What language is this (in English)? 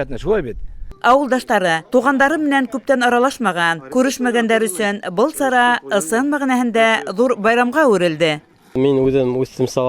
Bashkir